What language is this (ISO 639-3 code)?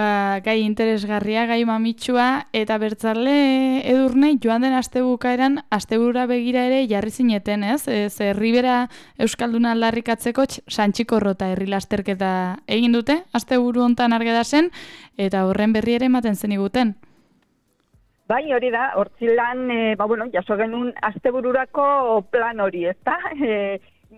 eus